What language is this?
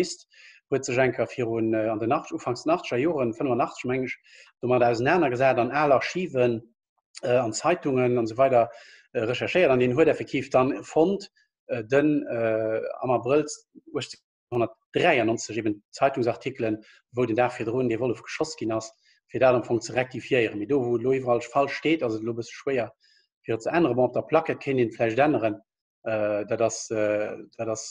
Luxembourgish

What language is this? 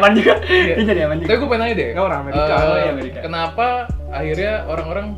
Indonesian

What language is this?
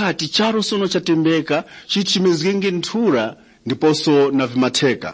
Tumbuka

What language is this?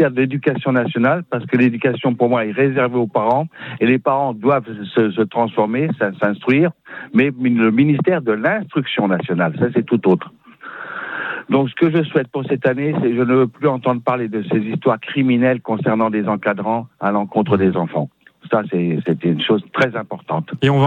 French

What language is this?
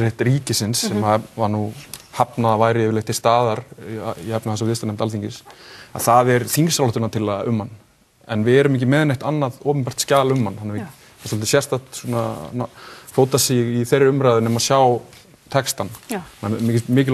Icelandic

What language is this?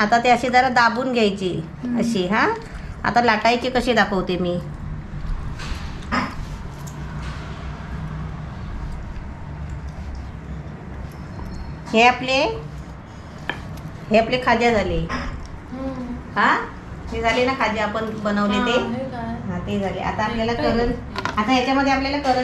Marathi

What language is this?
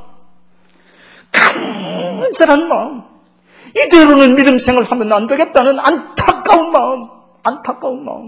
Korean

